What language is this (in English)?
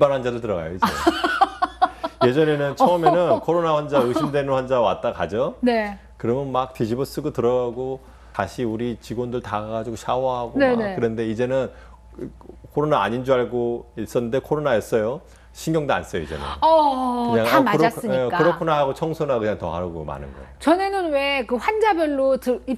Korean